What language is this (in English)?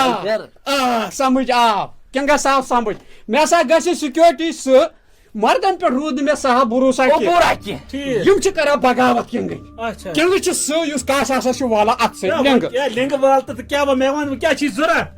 Kashmiri